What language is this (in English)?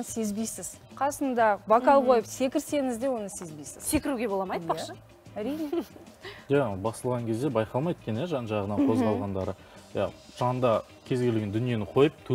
Kazakh